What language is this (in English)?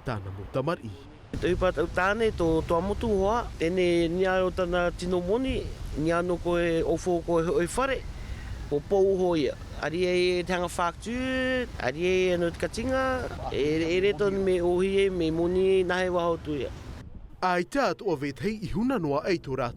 Tahitian